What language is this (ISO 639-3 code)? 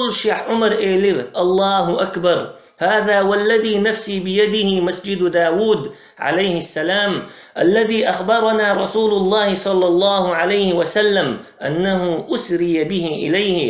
che